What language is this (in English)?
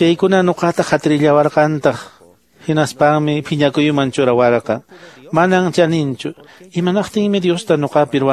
Quechua